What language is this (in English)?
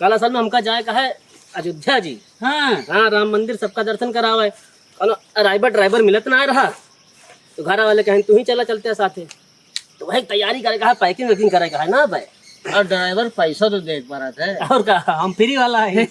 Awadhi